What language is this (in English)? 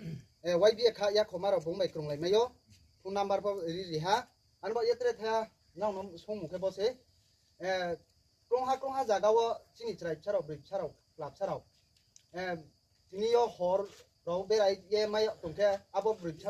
Riang (India)